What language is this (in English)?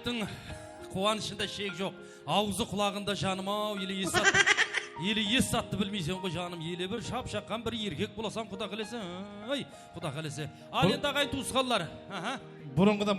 Kara-Kalpak